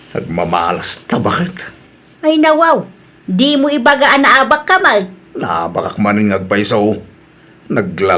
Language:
Iloko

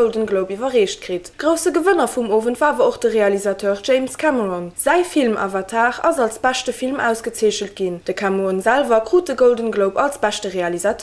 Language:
Luxembourgish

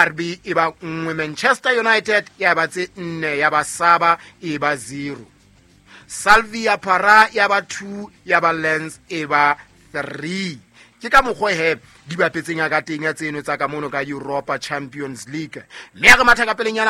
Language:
Southern Sotho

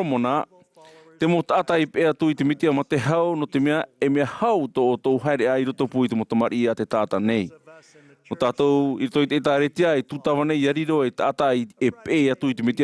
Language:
Tahitian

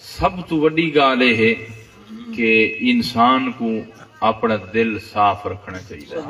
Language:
Saraiki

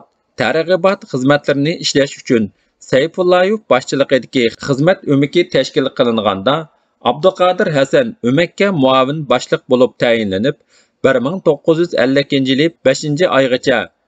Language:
Uyghur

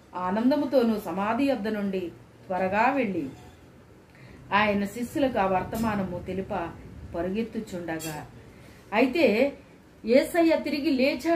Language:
Telugu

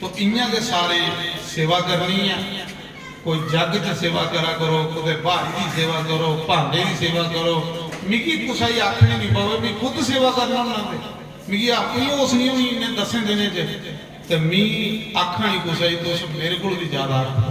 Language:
Dogri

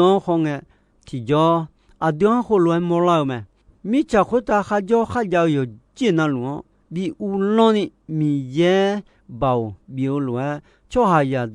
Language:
Akha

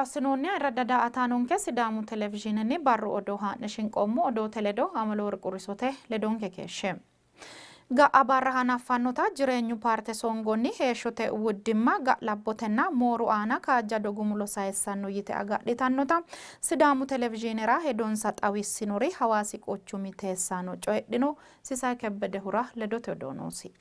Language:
Sidamo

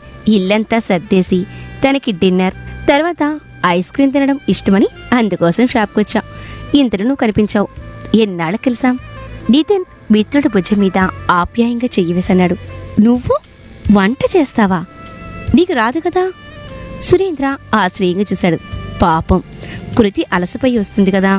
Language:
Telugu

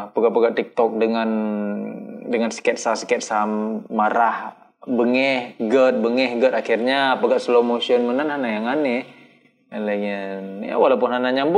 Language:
Achinese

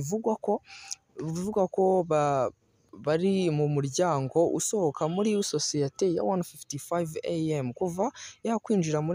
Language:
Kinyarwanda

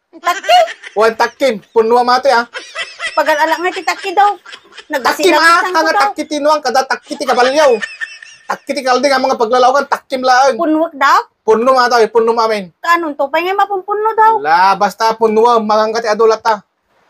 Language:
Iloko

